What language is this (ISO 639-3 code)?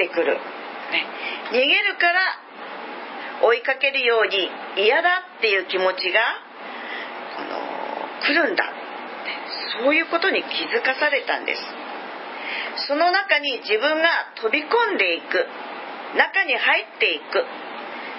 jpn